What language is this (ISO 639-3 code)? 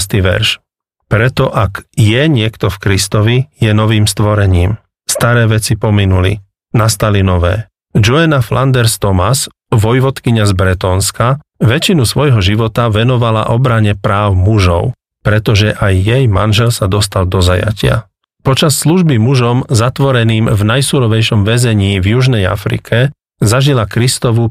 slk